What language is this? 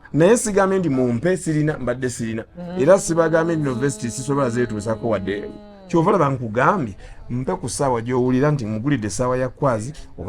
Ganda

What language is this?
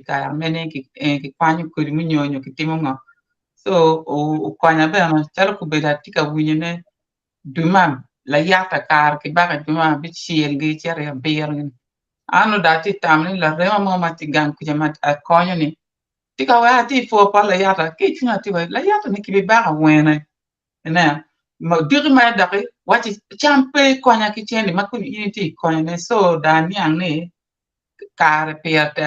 Acoli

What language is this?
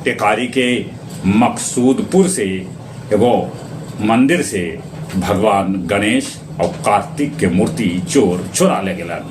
Magahi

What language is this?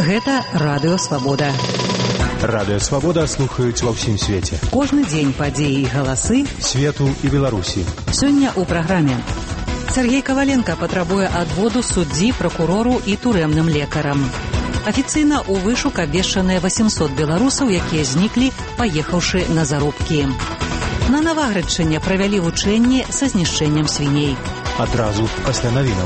Belarusian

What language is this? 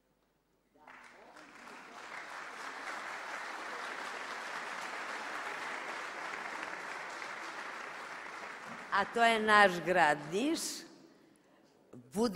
Serbian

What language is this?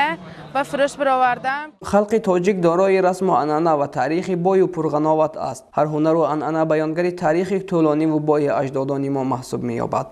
Tajik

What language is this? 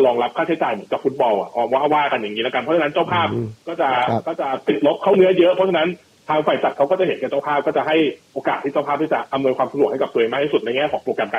Thai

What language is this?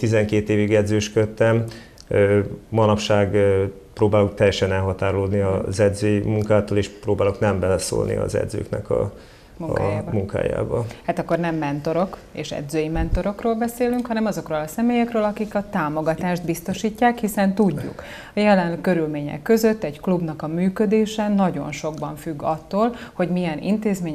Hungarian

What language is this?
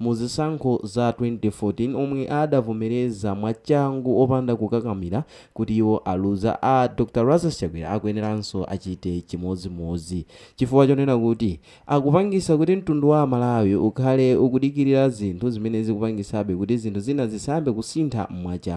Nyanja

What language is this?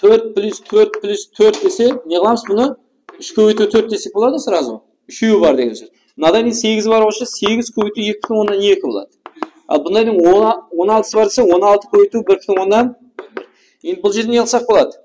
Kara-Kalpak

